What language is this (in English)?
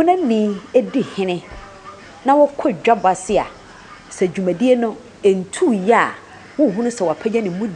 Akan